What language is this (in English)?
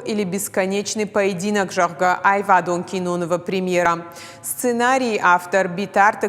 Ossetic